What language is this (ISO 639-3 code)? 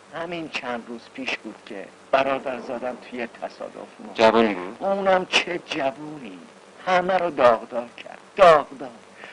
fas